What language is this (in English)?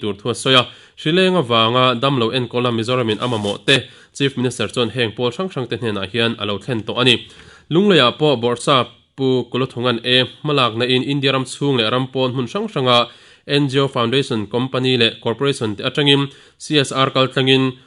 Mizo